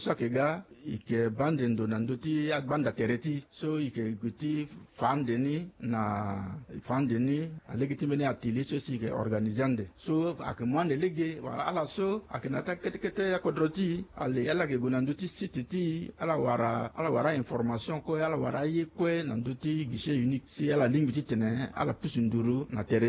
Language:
Sango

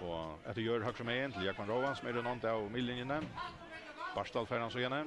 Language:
Faroese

